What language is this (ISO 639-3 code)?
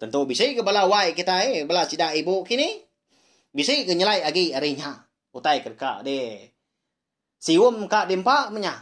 iba